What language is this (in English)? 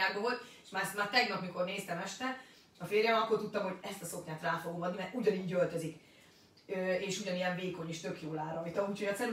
Hungarian